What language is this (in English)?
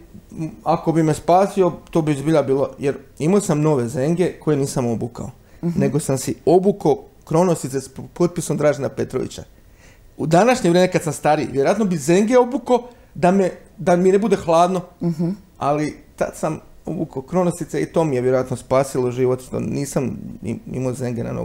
Croatian